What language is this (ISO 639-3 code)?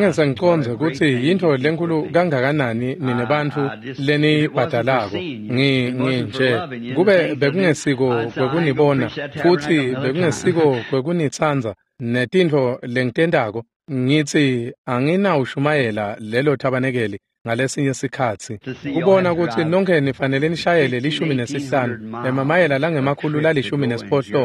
ssw